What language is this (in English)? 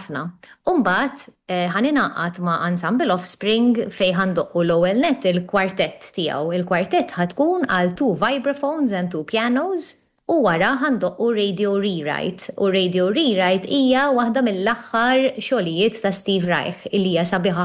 Maltese